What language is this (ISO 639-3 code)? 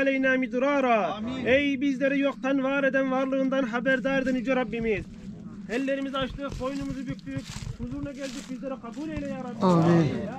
tur